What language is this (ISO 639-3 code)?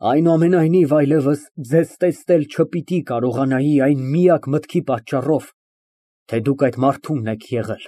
hye